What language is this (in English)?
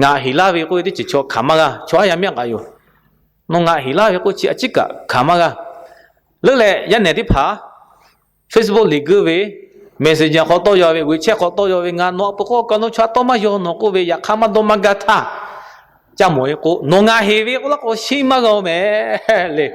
Lahu